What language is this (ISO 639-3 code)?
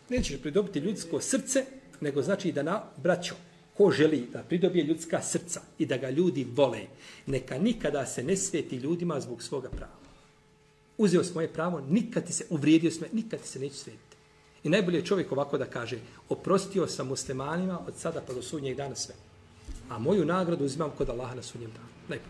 bos